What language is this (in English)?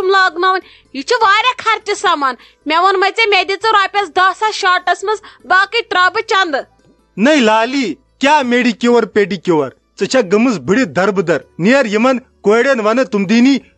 Kashmiri